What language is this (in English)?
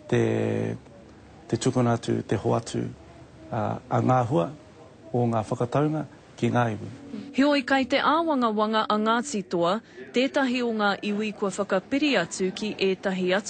Māori